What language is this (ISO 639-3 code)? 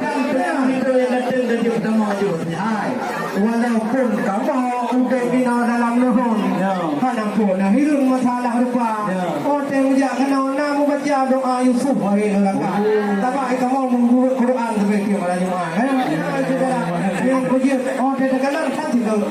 ace